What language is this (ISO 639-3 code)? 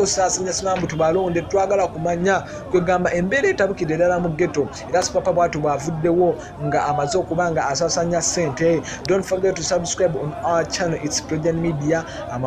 lug